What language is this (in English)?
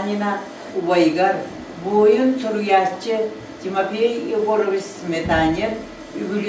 Yakut